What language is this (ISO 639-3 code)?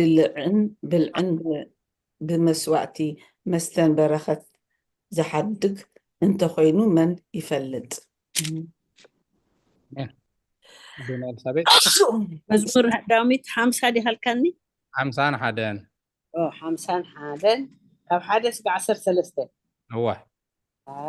tir